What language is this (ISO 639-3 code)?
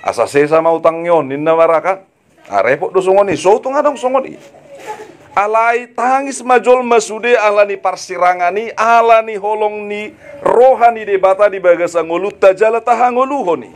bbc